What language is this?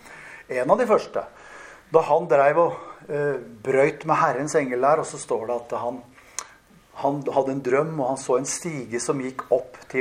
Norwegian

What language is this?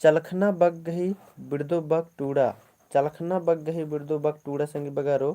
Kurukh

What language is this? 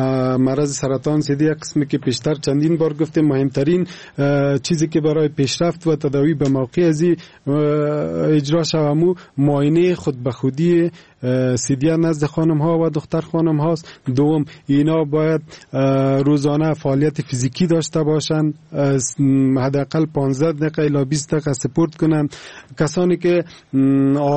Persian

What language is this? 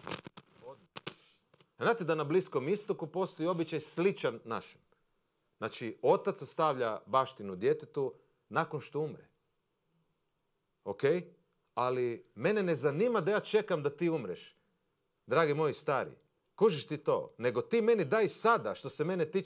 Croatian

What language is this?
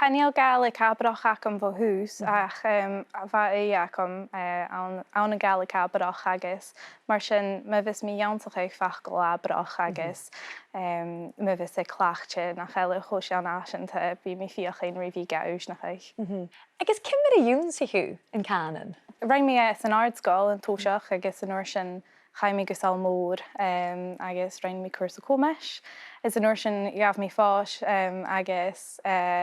Scottish Gaelic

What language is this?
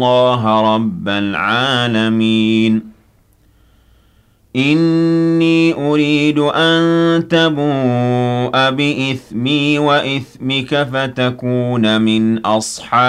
Arabic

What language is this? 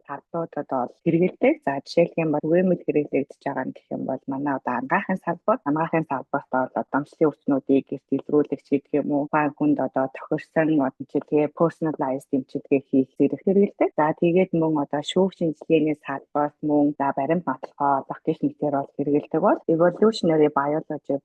Mongolian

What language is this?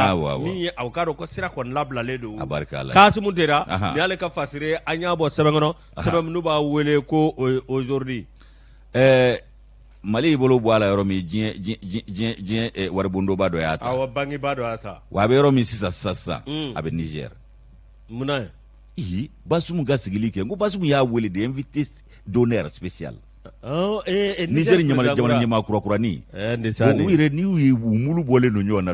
Bambara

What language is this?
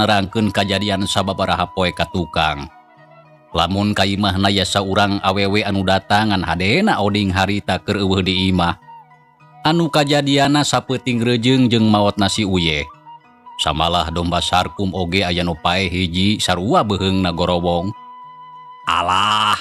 Sundanese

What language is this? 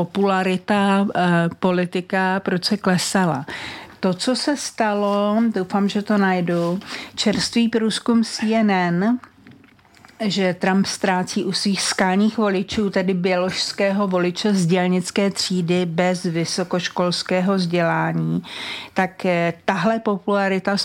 Czech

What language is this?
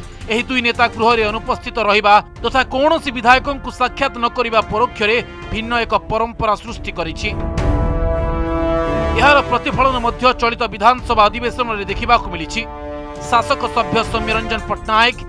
Odia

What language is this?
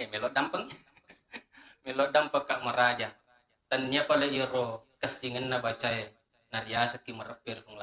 Buginese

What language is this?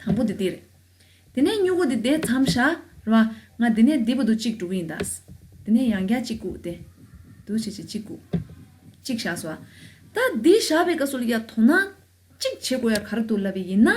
Tibetan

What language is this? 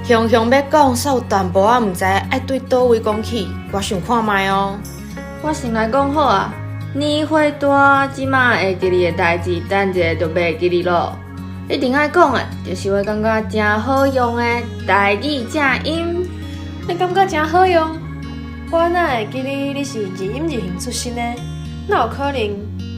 Min Nan Chinese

